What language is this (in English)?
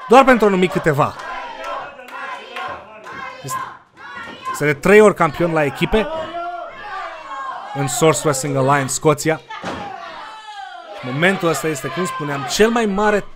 Romanian